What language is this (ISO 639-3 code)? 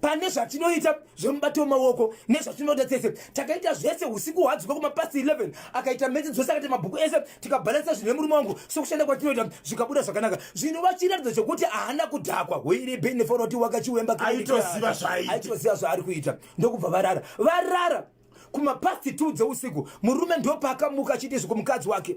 sna